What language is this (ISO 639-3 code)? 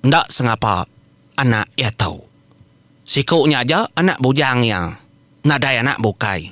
iba